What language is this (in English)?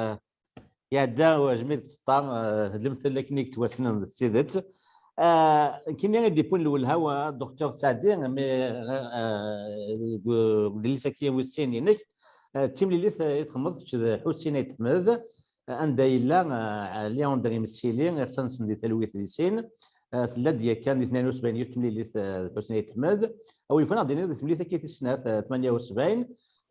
Kabyle